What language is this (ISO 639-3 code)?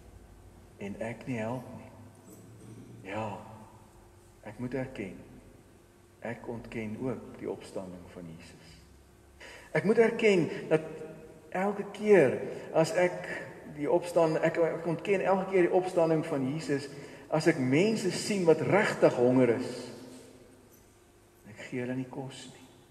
afr